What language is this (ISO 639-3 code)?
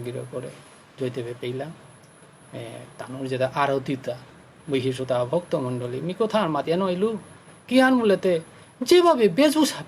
bpy